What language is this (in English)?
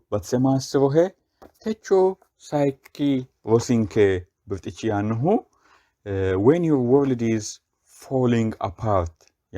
Sidamo